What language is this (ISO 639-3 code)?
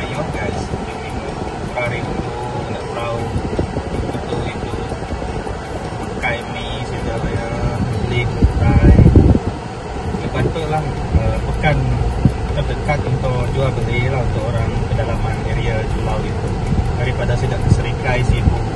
msa